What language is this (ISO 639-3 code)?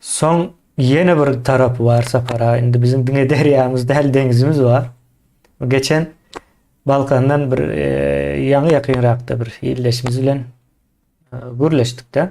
tuk